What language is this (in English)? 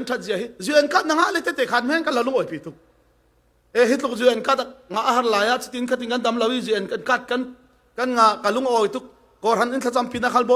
Falam Chin